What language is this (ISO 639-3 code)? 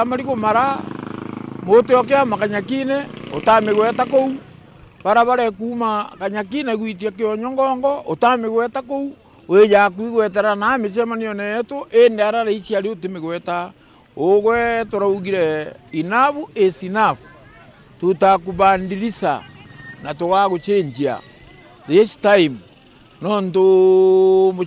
mer